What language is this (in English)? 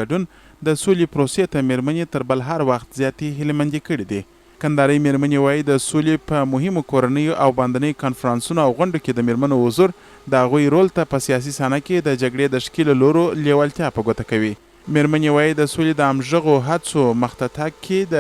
Pashto